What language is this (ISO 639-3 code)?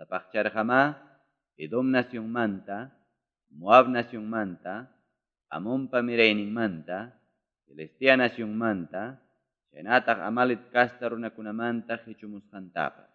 quy